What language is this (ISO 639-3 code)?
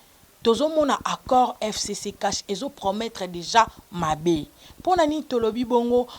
lin